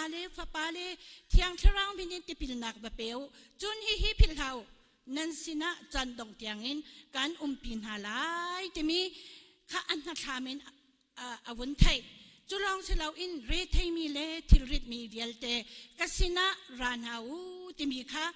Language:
Hakha Chin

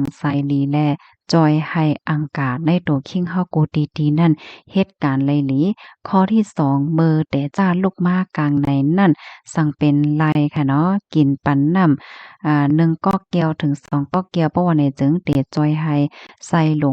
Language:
Shan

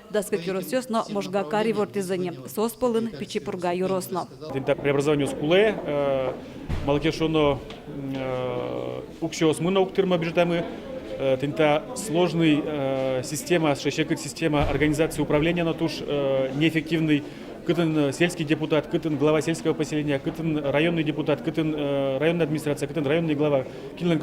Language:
Udmurt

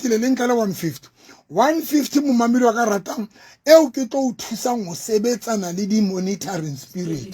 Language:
Southern Sotho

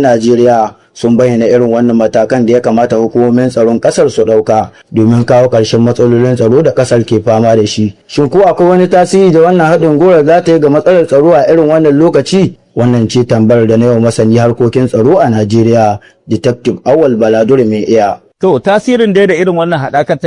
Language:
Hausa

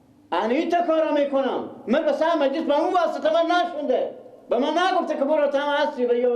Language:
Persian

